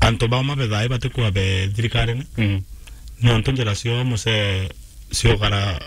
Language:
Meru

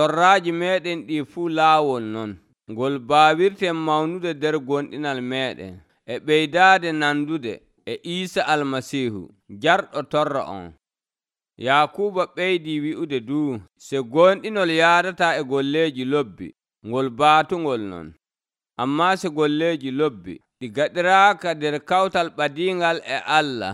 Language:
Nigerian Fulfulde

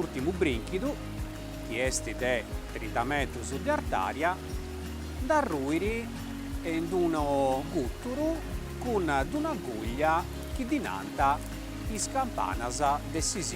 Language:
Sardinian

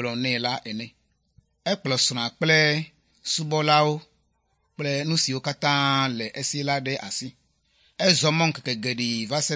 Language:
Ewe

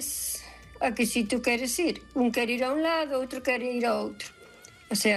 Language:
Galician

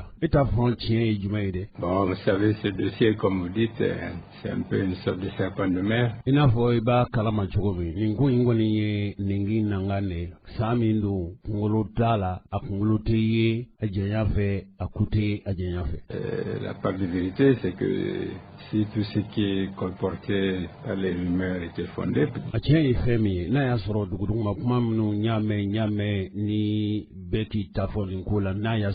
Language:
Bambara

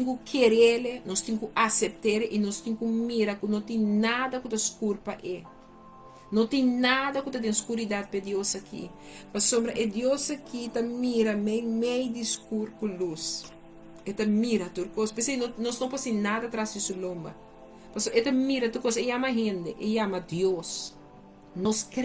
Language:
Papiamento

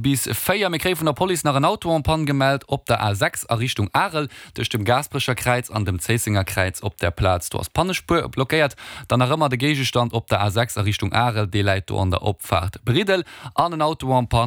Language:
Luxembourgish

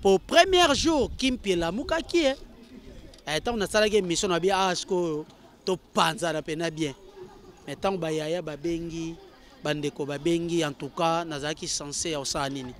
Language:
Lingala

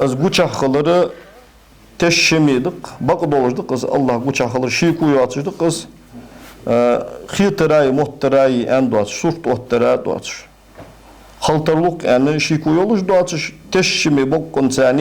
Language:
Ingush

